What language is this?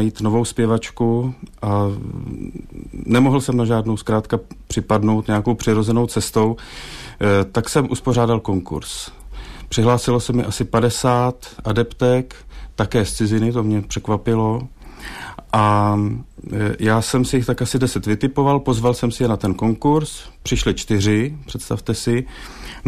Czech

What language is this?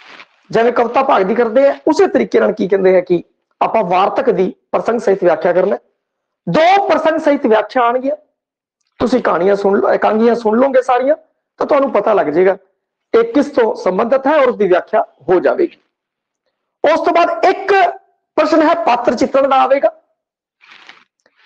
Punjabi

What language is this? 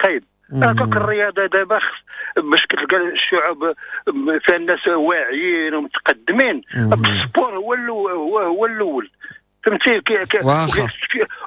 Moroccan Arabic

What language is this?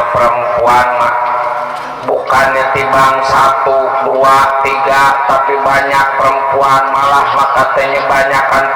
Betawi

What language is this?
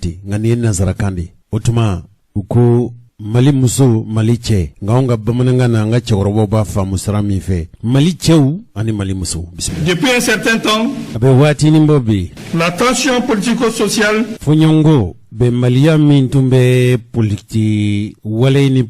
Bambara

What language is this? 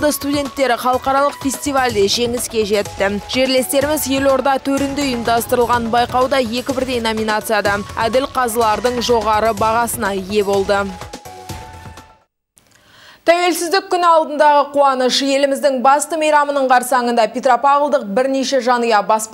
Kazakh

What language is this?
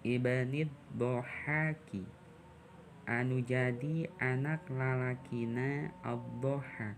Sundanese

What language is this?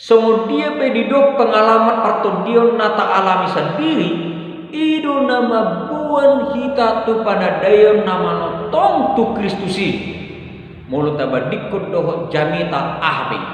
Batak Toba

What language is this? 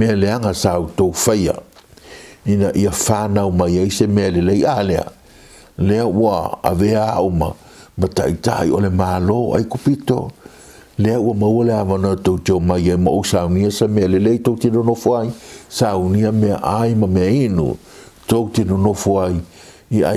Samoan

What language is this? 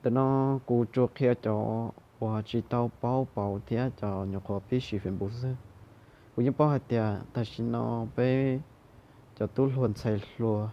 Hmong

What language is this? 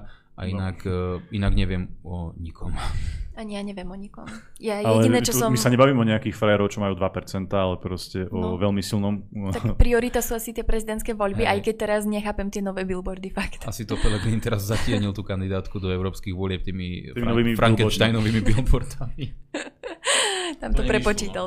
Slovak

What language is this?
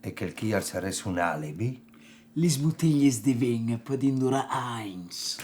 Friulian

